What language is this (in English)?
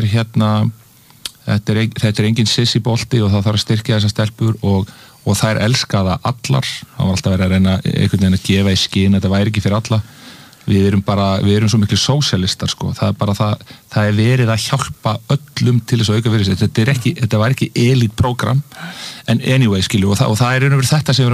Icelandic